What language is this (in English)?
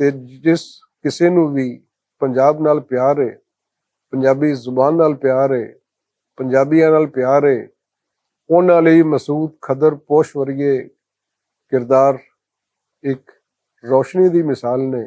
Western Panjabi